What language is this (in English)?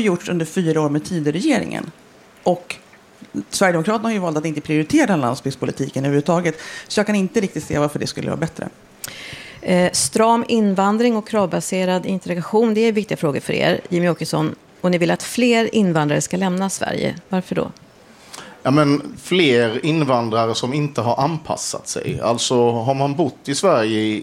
Swedish